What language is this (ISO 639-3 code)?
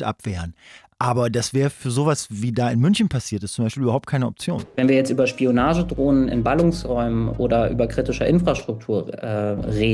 deu